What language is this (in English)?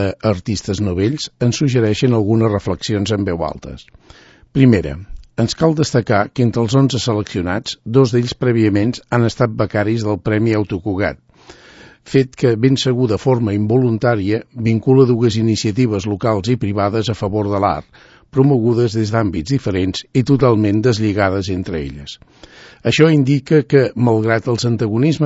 Catalan